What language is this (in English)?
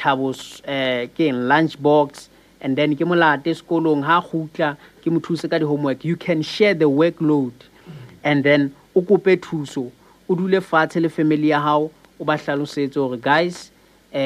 Southern Sotho